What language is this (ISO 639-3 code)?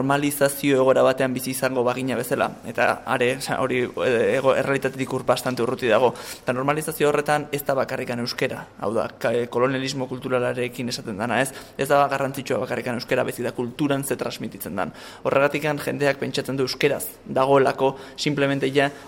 eus